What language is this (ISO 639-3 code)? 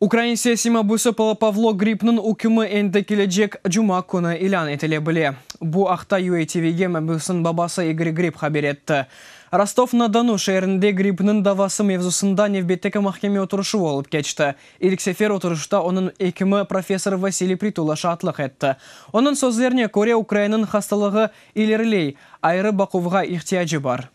crh